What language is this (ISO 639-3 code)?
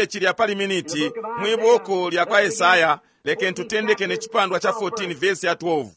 bem